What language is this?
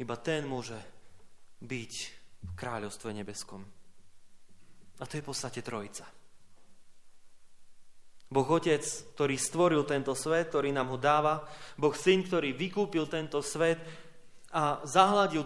Slovak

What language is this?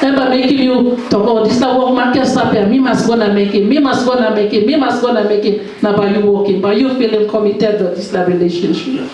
Tok Pisin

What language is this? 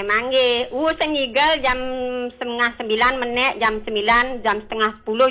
Balinese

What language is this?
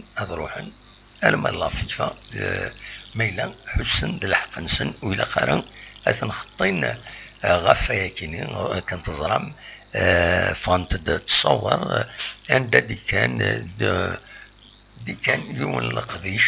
Kabyle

